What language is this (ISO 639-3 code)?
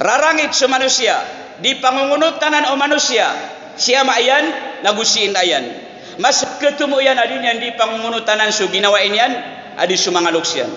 mrw